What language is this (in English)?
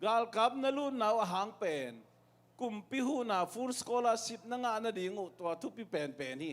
Tedim Chin